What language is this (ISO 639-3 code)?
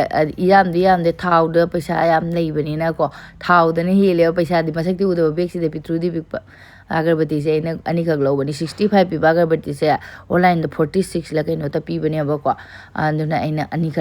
mni